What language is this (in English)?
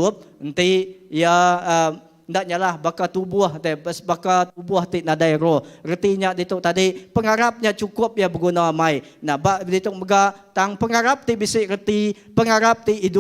Iban